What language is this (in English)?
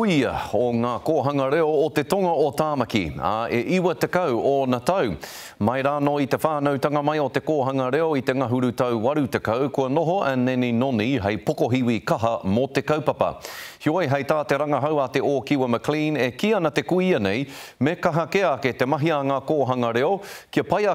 Māori